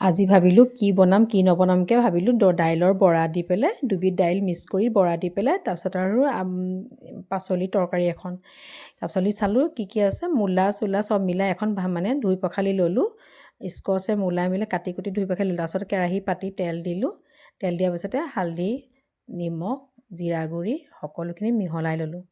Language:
Assamese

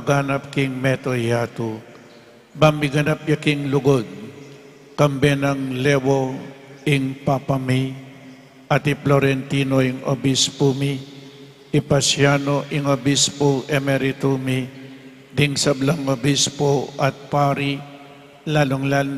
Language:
Pampanga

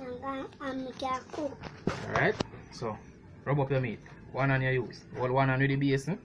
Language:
Jamaican Creole English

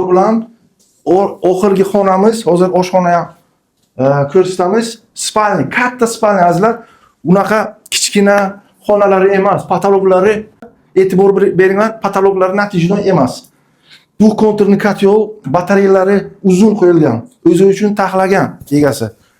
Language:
Uzbek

